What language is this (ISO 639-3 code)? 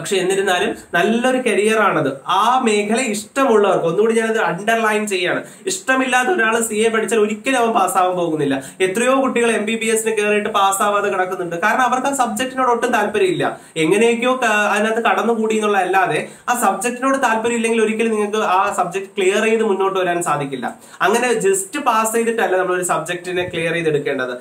mal